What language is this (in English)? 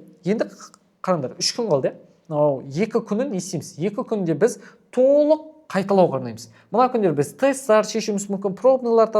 Kazakh